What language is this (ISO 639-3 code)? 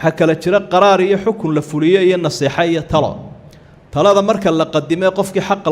som